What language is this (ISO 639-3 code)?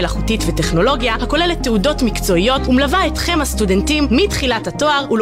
heb